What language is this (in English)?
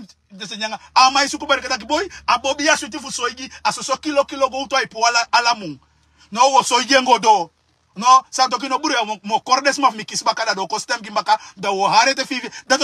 Sranan Tongo